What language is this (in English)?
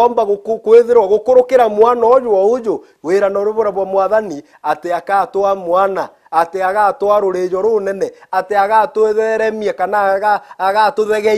Meru